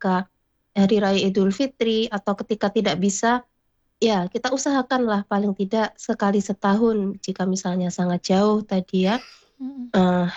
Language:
Indonesian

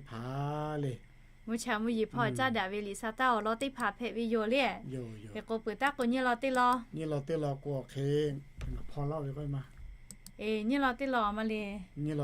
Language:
Lahu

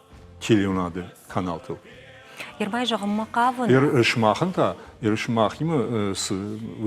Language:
Ossetic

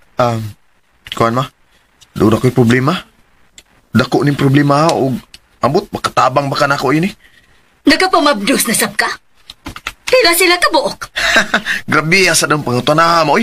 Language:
Cebuano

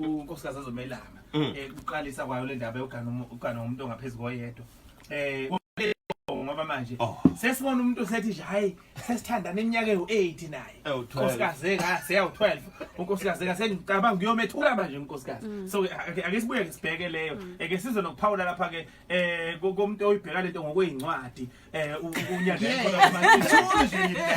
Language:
Zulu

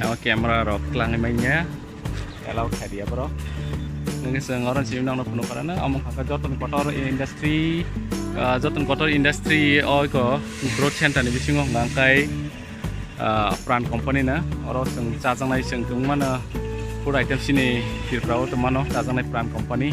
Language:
Kok Borok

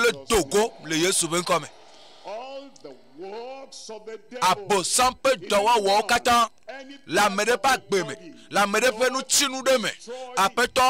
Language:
Ewe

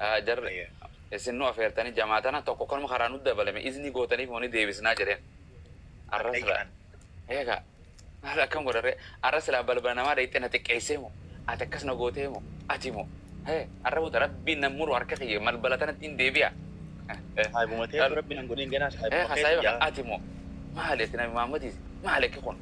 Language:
Oromo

